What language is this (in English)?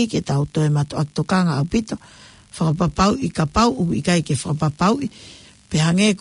Tongan